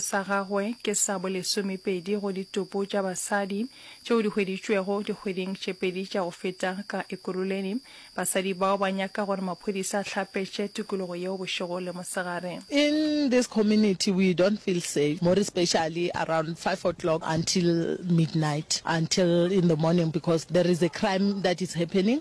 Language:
Northern Sotho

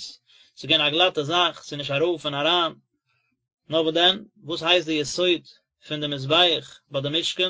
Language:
Yiddish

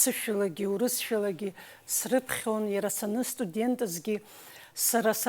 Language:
Abkhazian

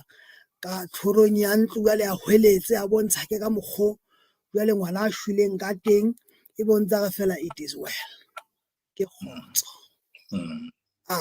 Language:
Southern Sotho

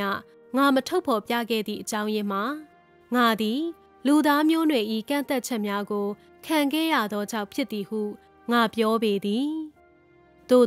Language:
Burmese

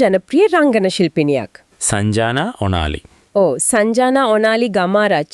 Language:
Sinhala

